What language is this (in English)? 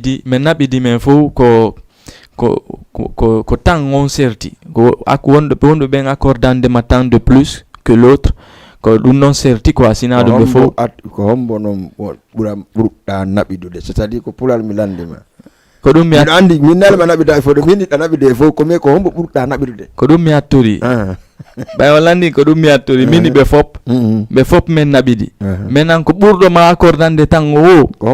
Fula